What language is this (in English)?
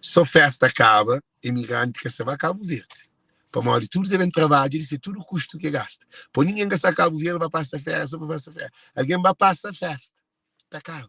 Kabuverdianu